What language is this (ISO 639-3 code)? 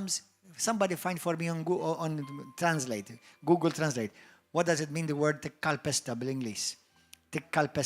eng